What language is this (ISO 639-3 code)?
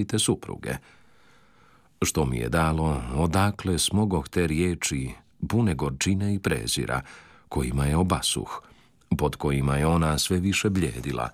hrv